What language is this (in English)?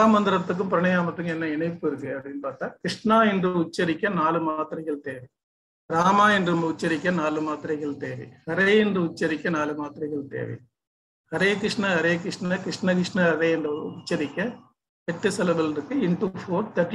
Tamil